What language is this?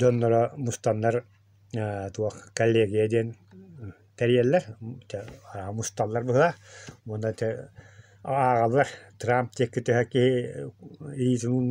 Yakut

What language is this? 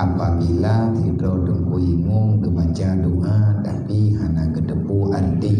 Achinese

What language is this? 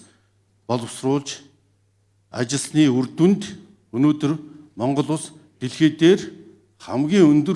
Mongolian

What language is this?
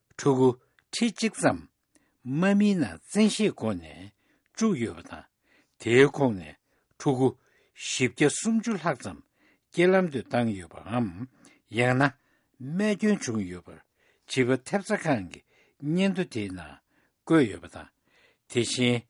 Tibetan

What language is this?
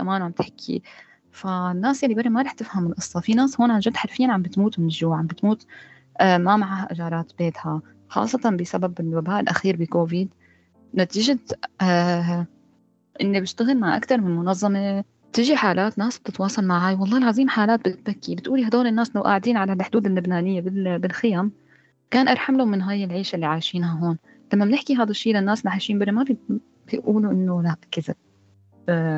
North Levantine Arabic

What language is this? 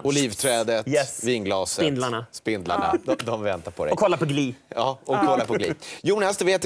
Swedish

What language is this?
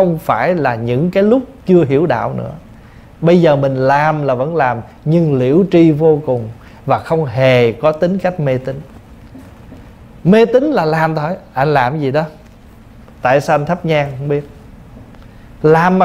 Vietnamese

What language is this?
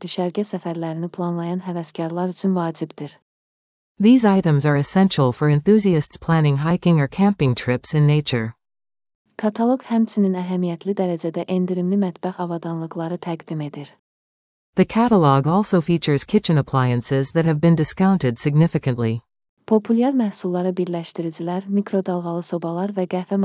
Azerbaijani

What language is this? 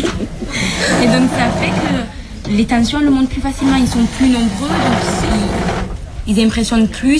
French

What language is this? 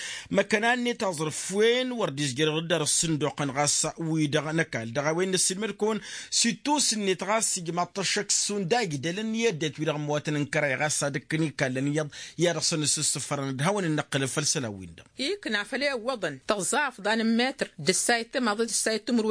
Tamasheq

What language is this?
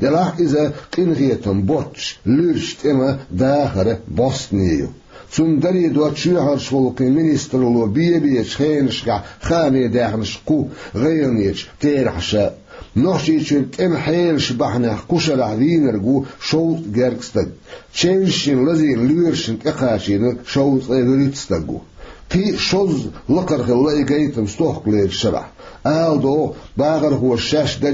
Chechen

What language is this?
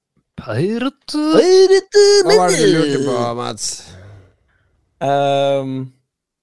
Norwegian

